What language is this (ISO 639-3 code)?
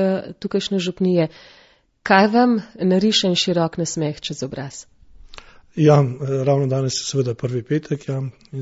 slv